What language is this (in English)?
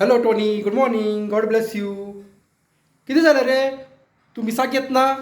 Konkani